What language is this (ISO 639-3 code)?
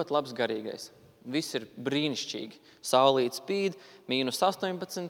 lav